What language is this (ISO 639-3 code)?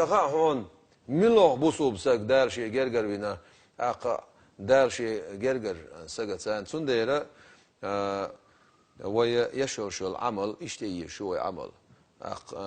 che